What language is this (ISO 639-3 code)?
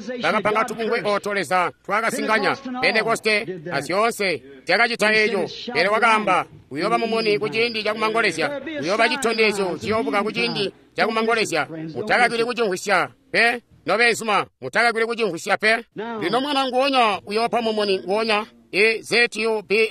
toi